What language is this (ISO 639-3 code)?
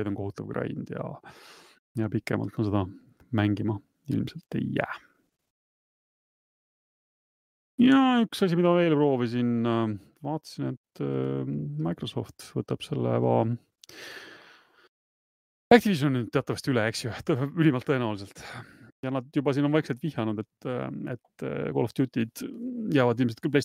est